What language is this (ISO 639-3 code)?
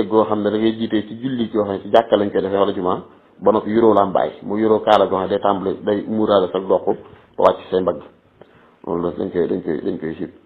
wol